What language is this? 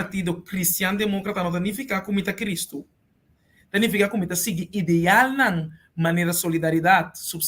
Papiamento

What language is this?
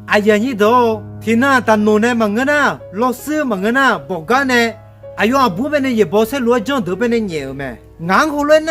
Akha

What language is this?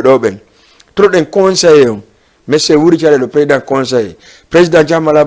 Fula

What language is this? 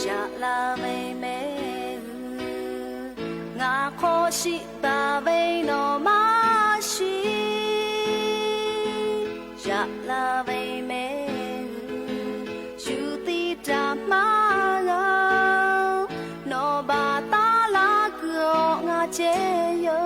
Lahu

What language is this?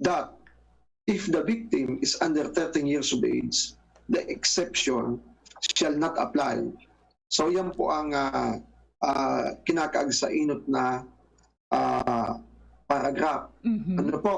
Bikol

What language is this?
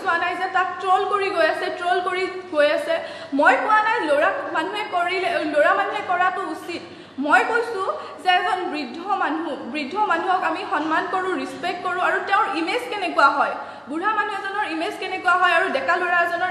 Assamese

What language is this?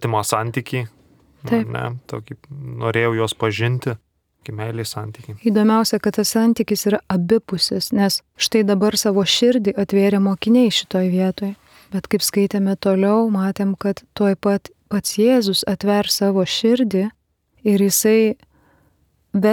Lithuanian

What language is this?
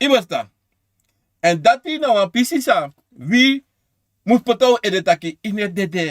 Sranan Tongo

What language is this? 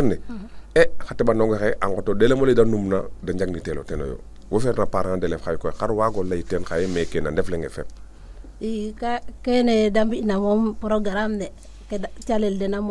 Serer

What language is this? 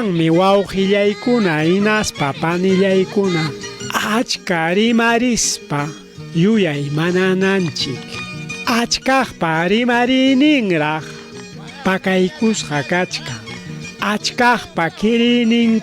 Ayacucho Quechua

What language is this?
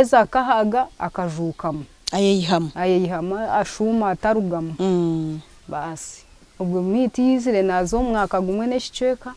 Nyankole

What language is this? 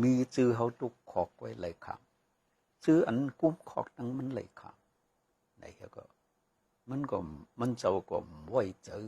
Shan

